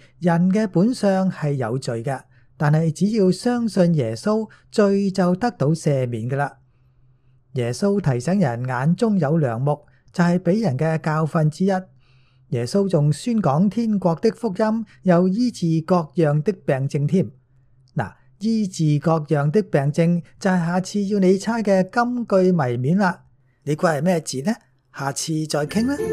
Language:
Cantonese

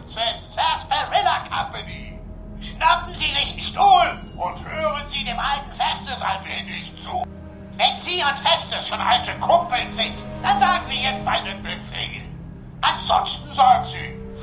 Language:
Bavarian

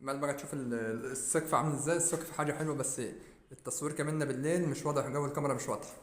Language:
Egyptian Arabic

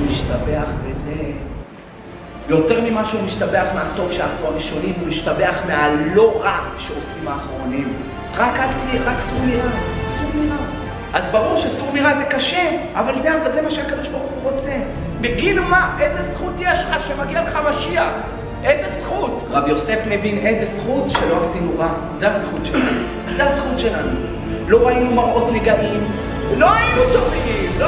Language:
Hebrew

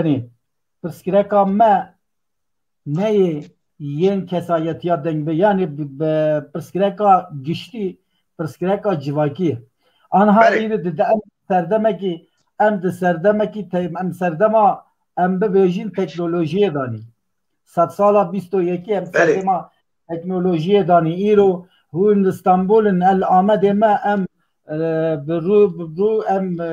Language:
Kurdish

